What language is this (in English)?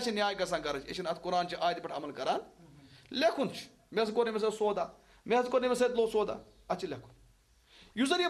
Kashmiri